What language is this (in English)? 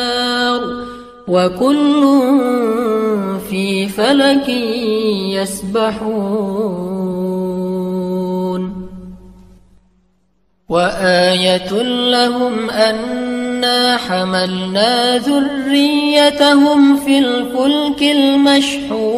Arabic